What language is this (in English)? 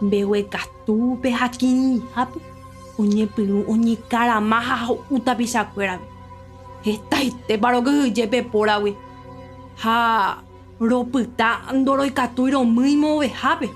Guarani